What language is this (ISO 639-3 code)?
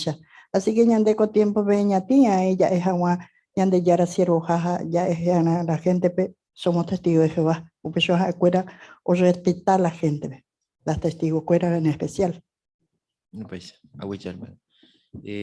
grn